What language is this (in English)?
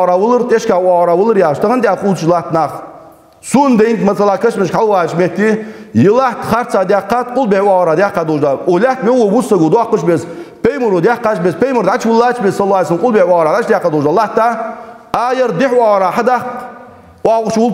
Ingush